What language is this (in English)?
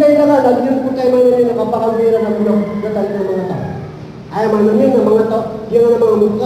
Maranao